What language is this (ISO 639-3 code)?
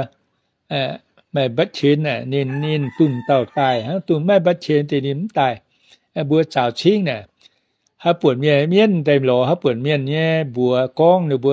tha